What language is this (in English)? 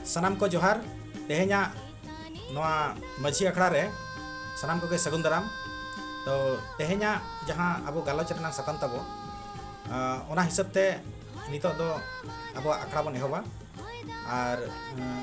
Santali